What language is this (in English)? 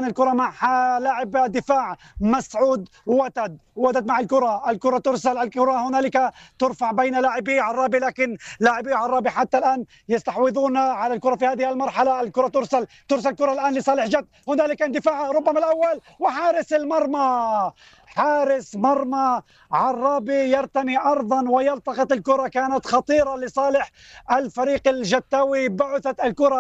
North Levantine Arabic